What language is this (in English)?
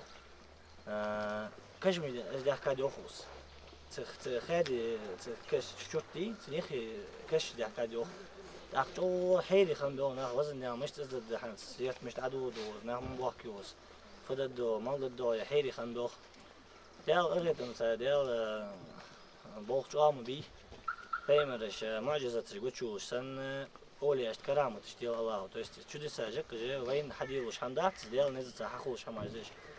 Ingush